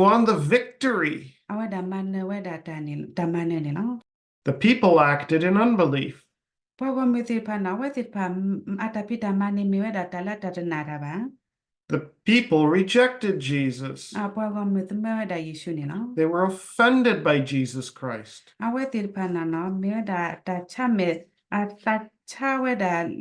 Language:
S'gaw Karen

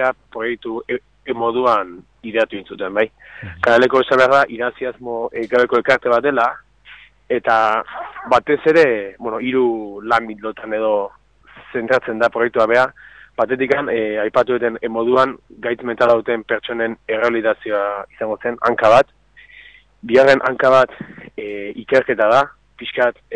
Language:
Basque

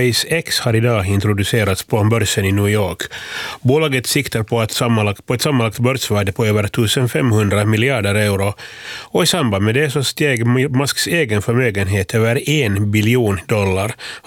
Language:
Swedish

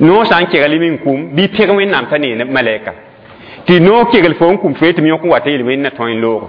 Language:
Mossi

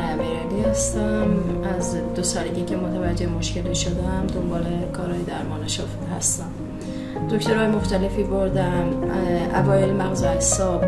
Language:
Persian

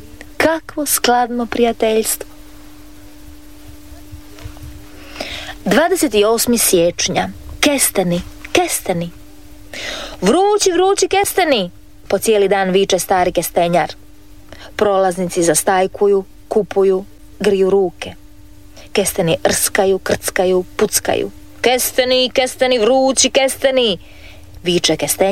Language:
Croatian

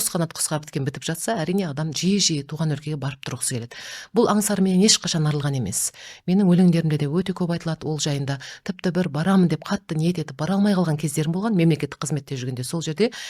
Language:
Kazakh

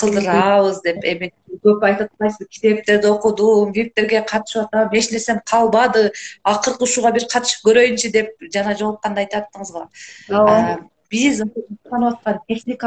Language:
Kyrgyz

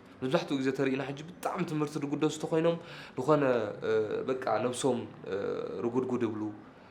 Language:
Tigrinya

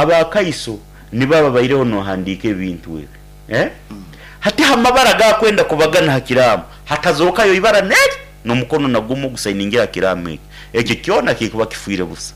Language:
Nyankole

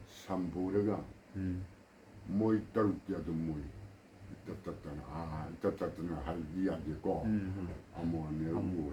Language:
Manipuri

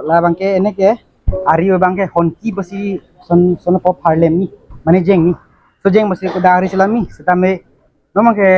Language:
Karbi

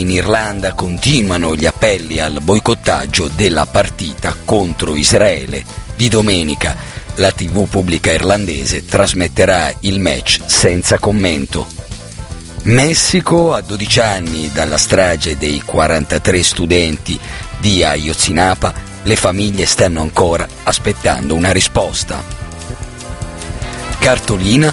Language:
Italian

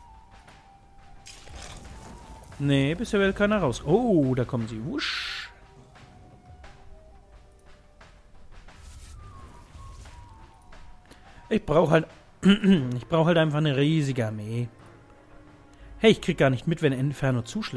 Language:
German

